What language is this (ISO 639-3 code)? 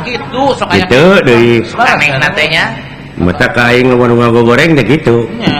sun